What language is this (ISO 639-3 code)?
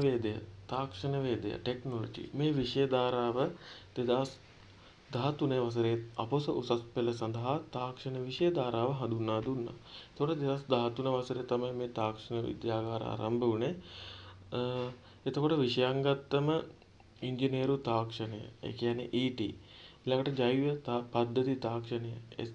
sin